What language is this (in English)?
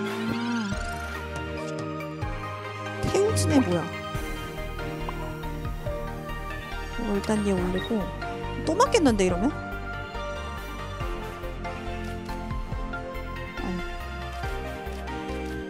Korean